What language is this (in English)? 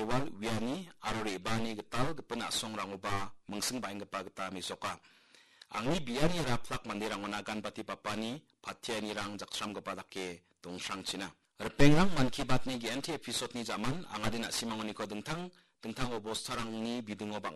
Garo